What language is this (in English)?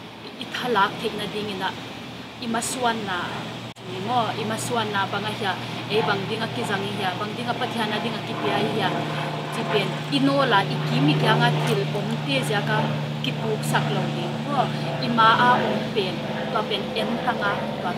Tedim Chin